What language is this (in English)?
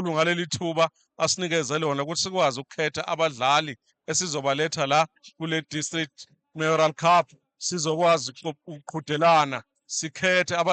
Zulu